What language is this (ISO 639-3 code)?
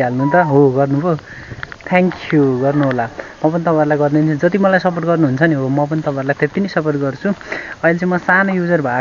nep